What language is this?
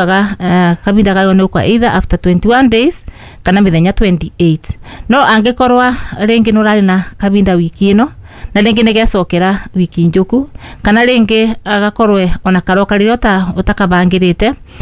Kikuyu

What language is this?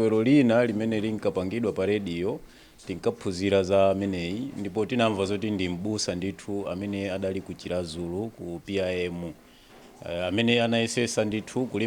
Nyanja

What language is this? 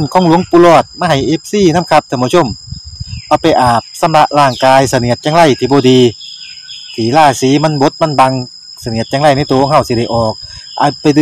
Northeastern Thai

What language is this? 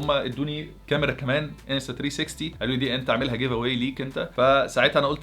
Egyptian Arabic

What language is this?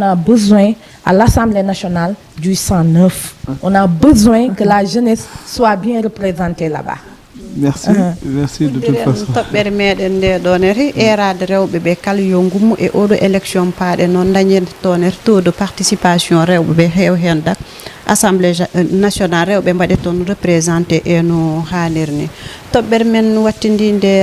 Fula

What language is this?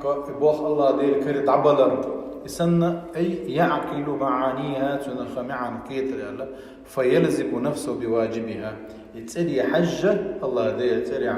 Chechen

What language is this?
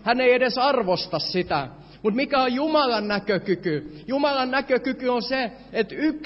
Finnish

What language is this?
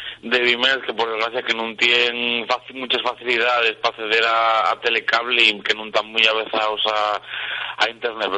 Asturian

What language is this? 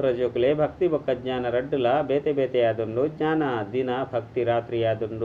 Tulu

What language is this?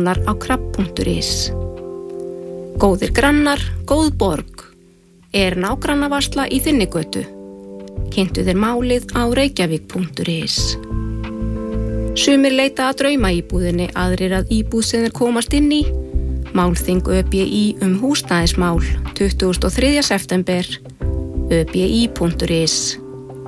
Icelandic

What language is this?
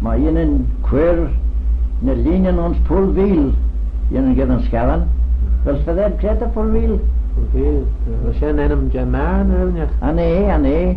Manx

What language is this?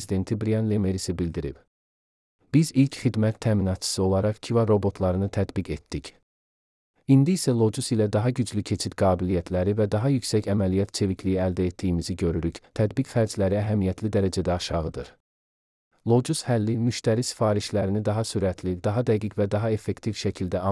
Azerbaijani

